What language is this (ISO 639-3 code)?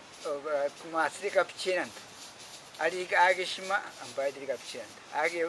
prq